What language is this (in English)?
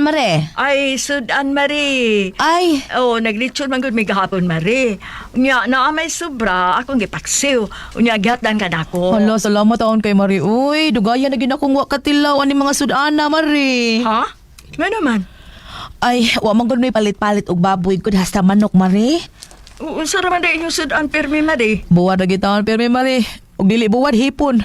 Cebuano